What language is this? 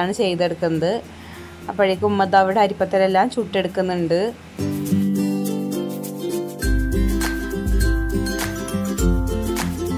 Malayalam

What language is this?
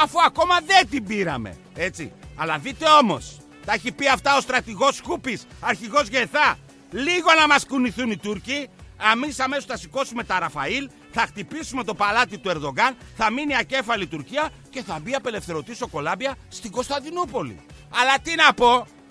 Greek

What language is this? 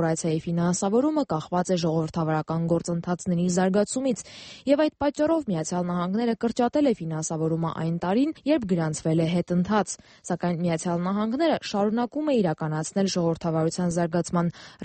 Armenian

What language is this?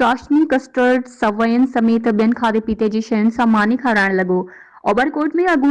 Sindhi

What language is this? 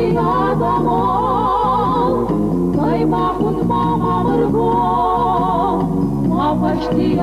Ossetic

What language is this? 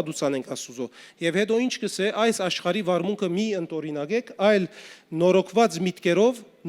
Western Armenian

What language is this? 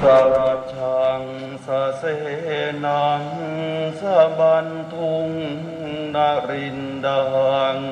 Pali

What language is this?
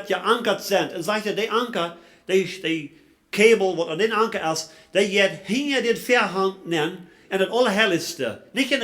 Plautdietsch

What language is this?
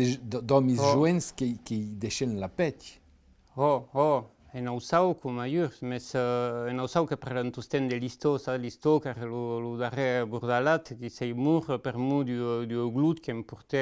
Occitan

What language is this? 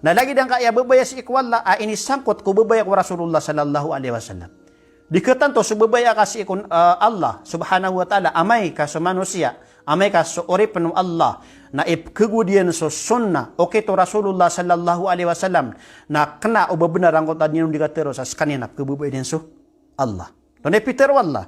Maranao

